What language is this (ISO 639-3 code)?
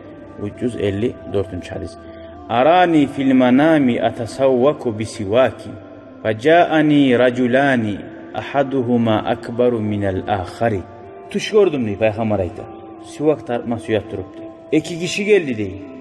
kum